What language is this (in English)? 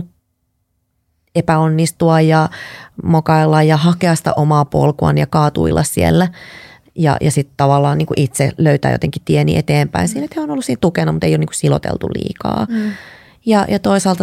Finnish